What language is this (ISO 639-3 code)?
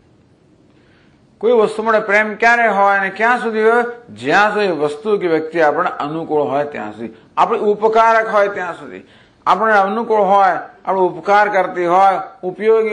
guj